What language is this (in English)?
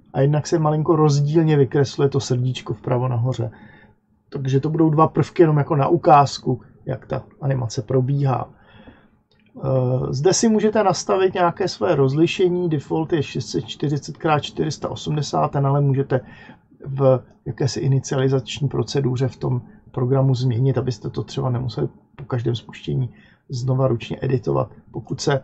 Czech